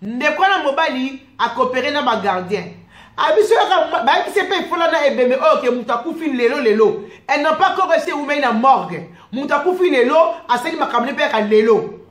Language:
Lingala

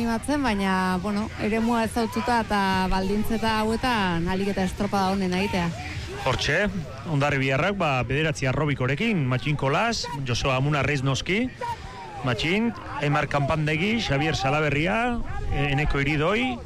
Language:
Basque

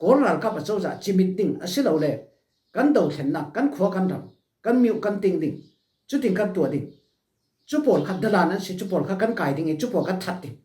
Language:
Falam Chin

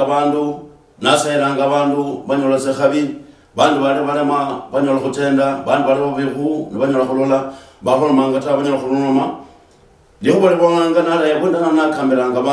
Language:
Luyia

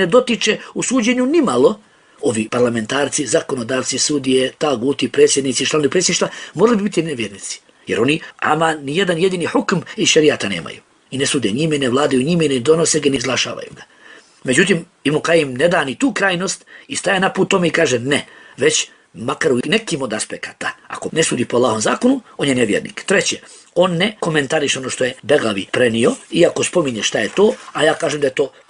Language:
Bosnian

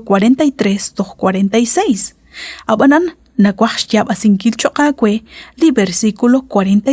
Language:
Kekchí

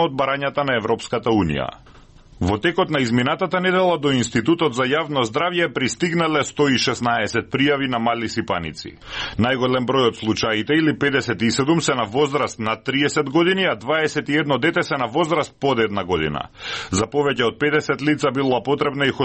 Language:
Macedonian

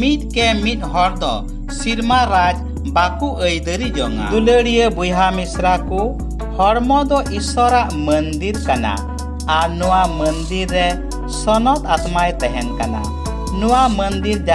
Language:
Santali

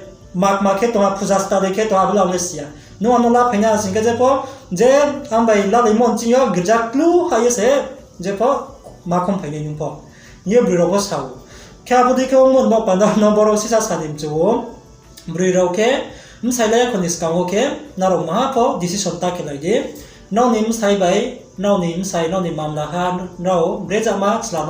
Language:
Riang (India)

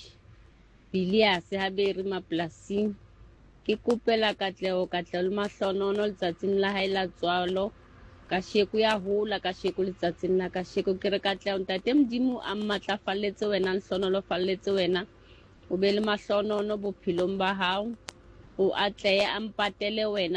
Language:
Southern Sotho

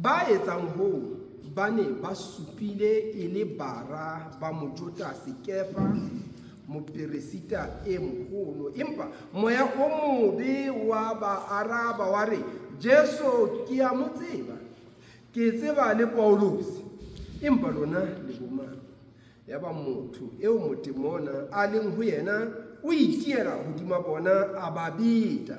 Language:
Southern Sotho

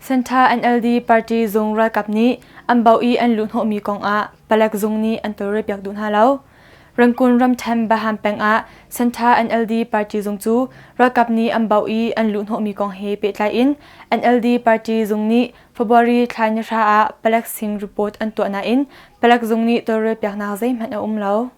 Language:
Hakha Chin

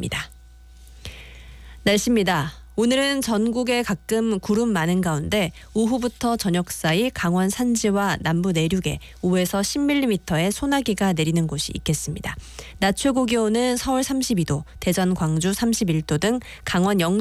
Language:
Korean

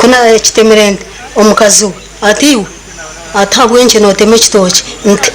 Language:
Nyankole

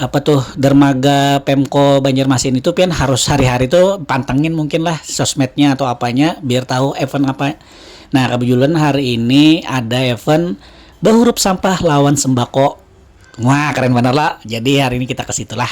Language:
Banjar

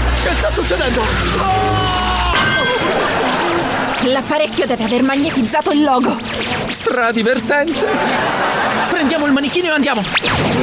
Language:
Italian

